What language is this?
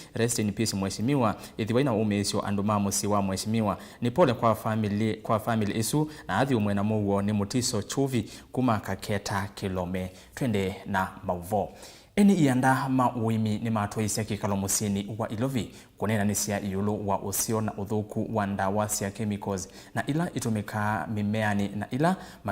Kamba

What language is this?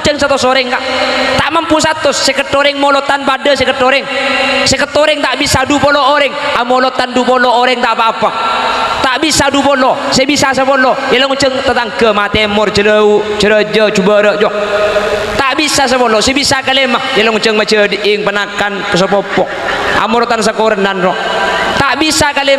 Madurese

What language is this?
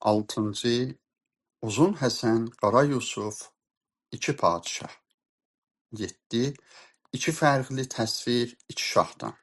South Azerbaijani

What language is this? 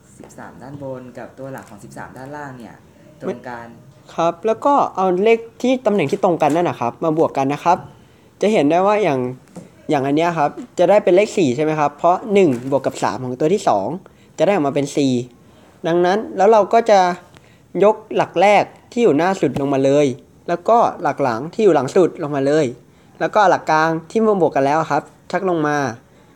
Thai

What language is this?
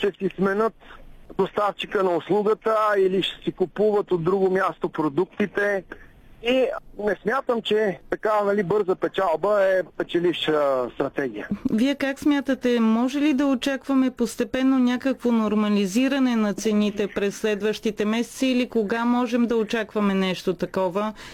Bulgarian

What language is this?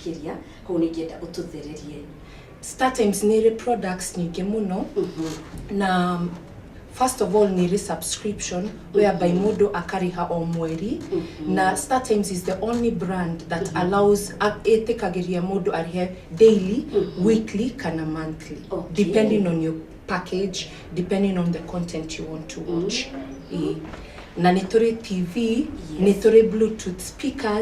Kikuyu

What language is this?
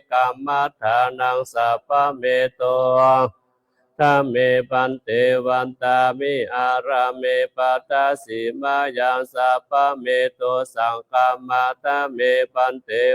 Pali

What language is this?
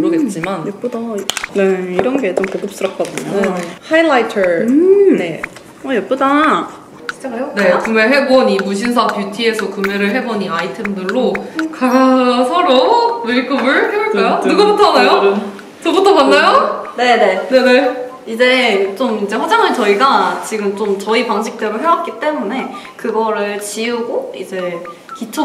Korean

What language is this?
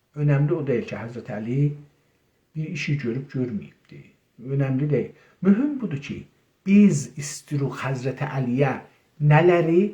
South Azerbaijani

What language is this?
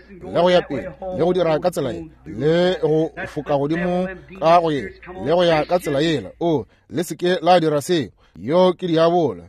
Northern Sotho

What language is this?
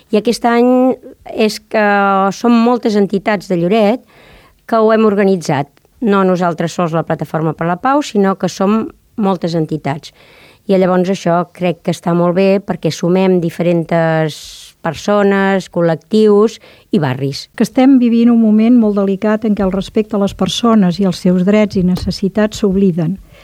Catalan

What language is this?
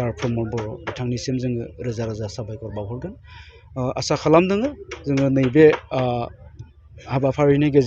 Bodo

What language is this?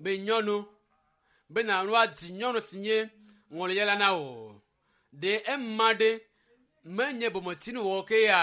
Ewe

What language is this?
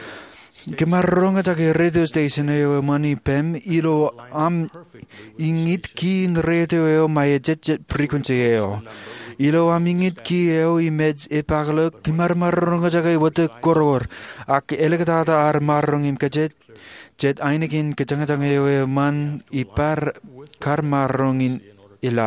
Marshallese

